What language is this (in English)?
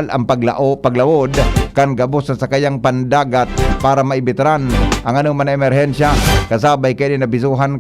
Bikol